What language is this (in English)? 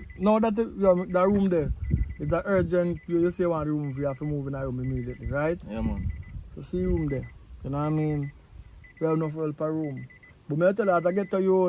Jamaican Creole English